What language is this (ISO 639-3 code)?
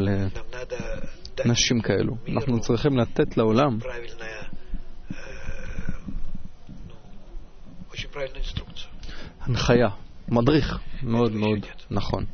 heb